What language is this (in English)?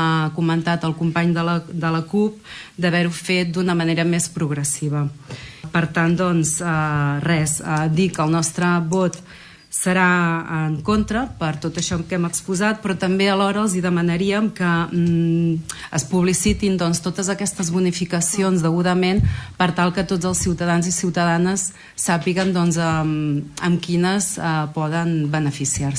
Catalan